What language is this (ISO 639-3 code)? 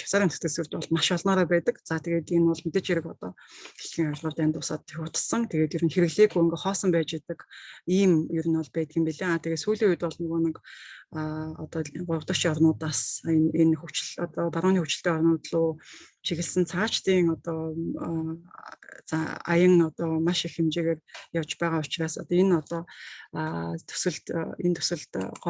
mon